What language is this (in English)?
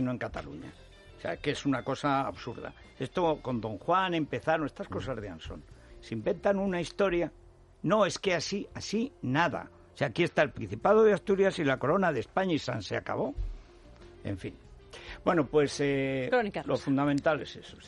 Spanish